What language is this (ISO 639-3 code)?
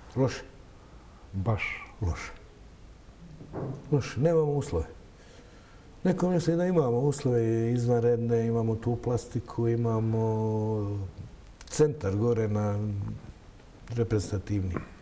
bos